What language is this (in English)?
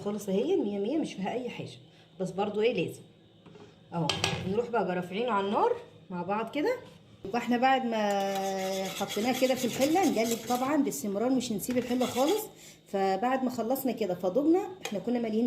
Egyptian Arabic